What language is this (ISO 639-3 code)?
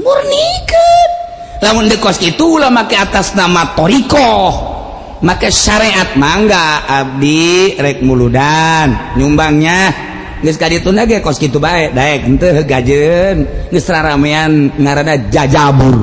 sun